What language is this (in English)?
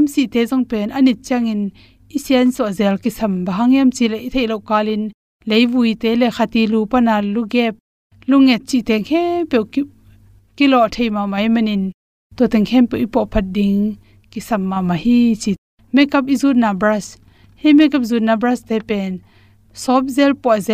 Tedim Chin